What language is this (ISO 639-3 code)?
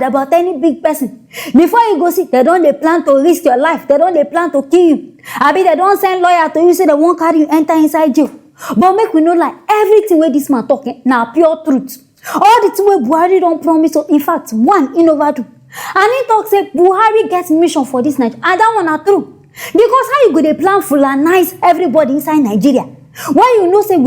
pcm